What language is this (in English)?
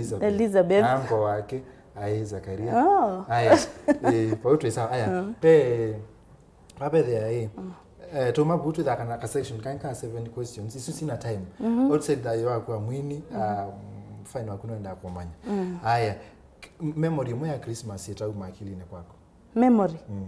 Kamba